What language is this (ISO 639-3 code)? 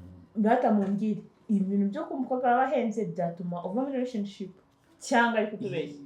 kin